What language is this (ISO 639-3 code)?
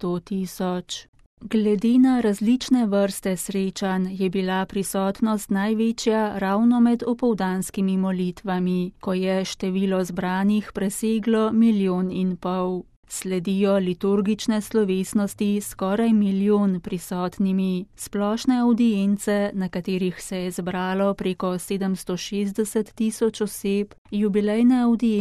slv